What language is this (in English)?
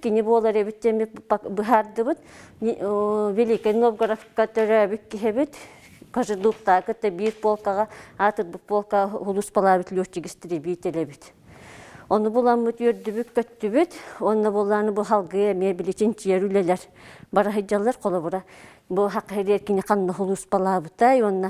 Yakut